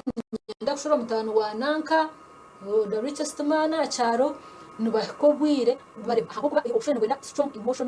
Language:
Nyankole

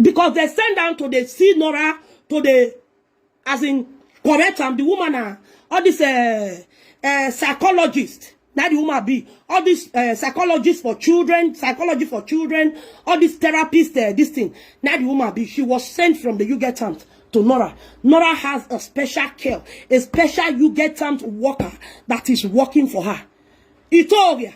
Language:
Nigerian Pidgin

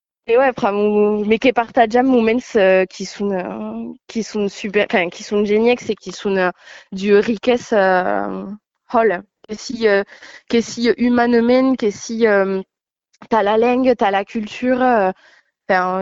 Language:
Occitan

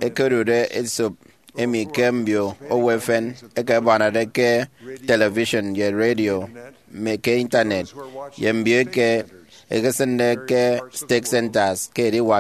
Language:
Efik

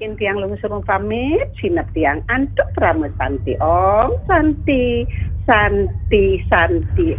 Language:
Balinese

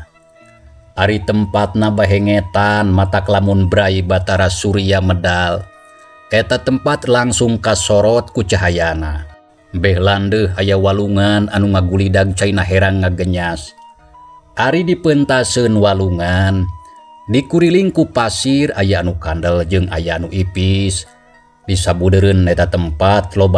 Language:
Sundanese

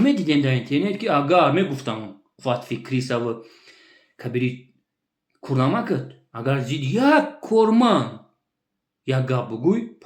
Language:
Tajik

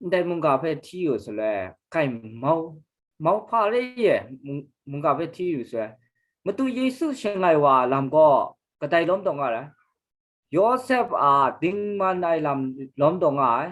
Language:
Kachin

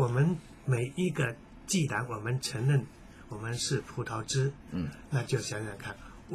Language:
Chinese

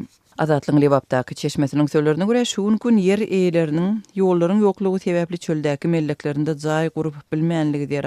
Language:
Turkmen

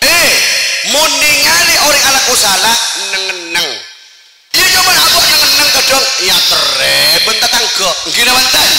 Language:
Madurese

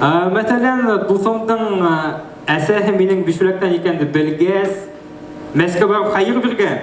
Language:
Bashkir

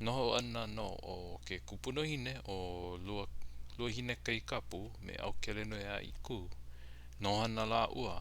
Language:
Hawaiian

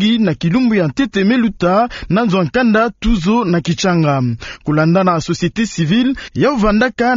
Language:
Kituba (Democratic Republic of Congo)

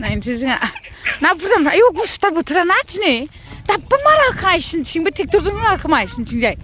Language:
Bodo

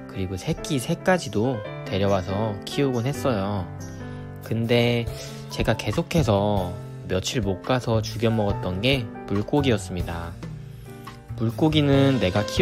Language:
Korean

